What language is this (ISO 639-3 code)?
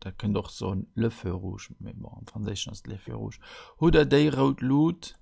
ltz